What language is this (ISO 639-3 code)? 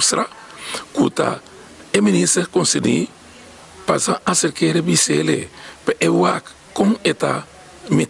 pap